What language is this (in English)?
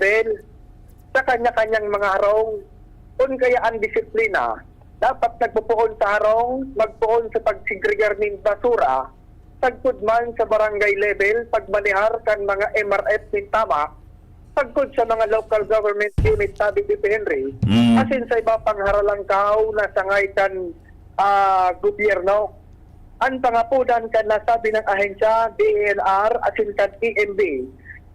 Bikol